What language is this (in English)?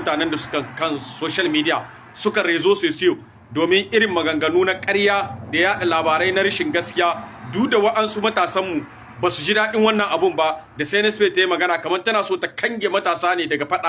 Hausa